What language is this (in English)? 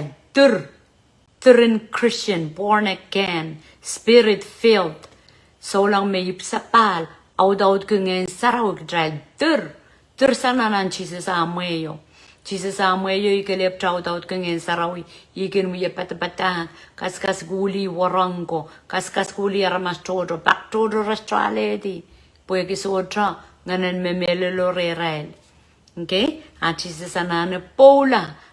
Pohnpeian